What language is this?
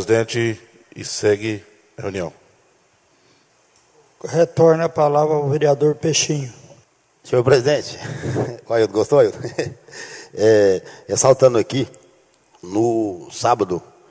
Portuguese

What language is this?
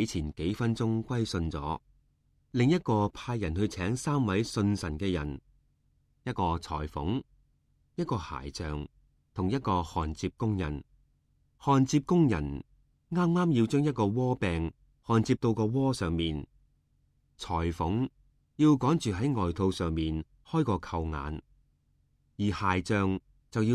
Cantonese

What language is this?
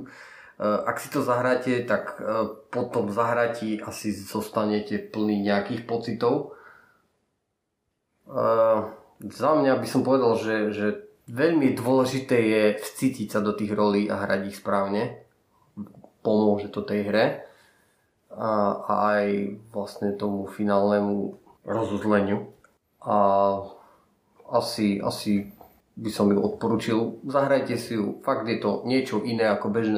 Slovak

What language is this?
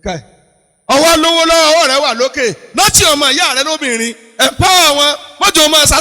Yoruba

